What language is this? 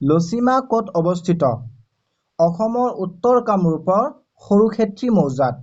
Assamese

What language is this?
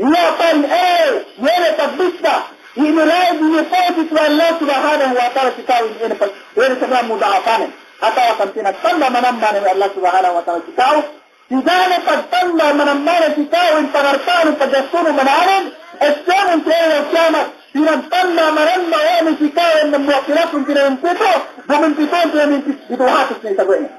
Yakan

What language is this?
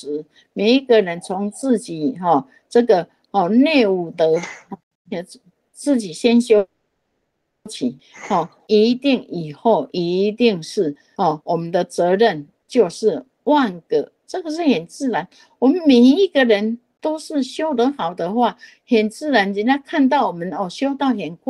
Chinese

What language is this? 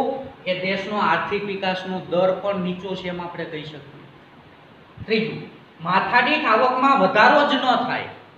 Gujarati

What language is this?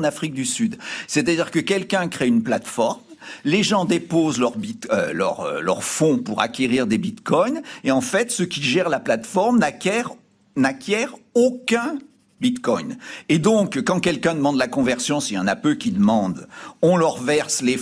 French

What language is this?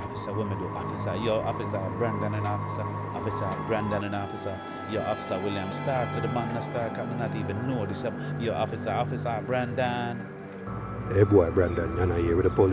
Jamaican Creole English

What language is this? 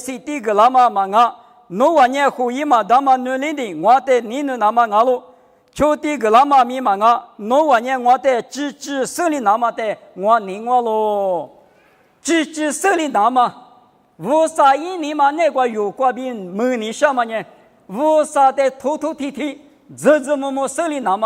Lisu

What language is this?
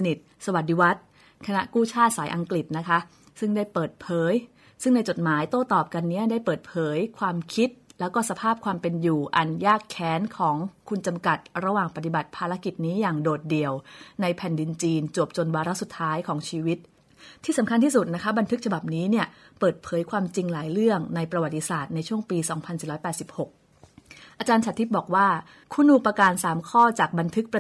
Thai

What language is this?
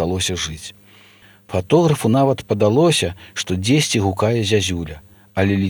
Belarusian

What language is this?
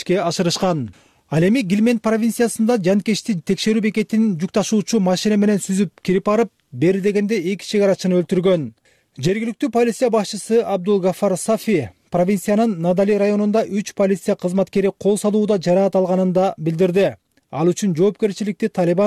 Kyrgyz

